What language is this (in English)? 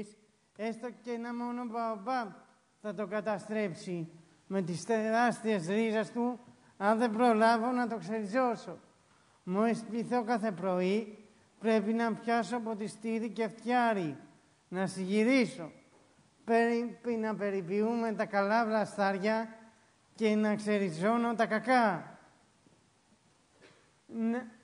Greek